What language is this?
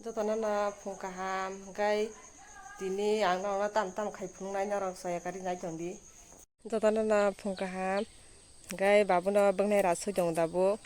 Kok Borok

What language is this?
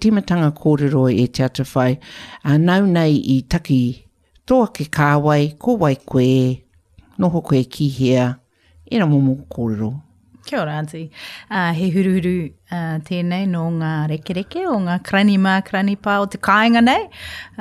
Māori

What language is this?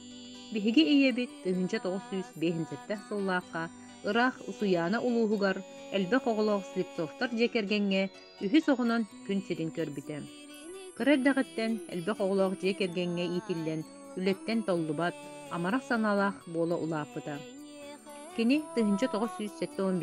Yakut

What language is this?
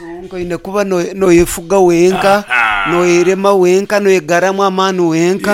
Nyoro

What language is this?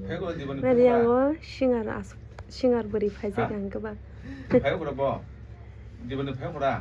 Kok Borok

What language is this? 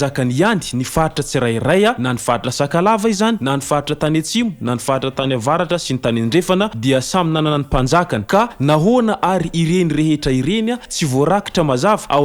Malagasy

